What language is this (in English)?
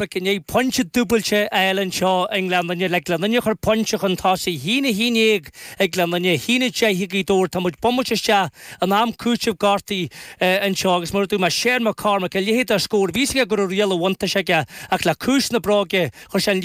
Irish